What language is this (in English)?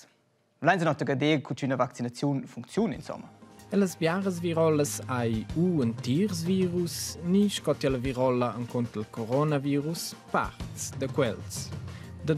Romansh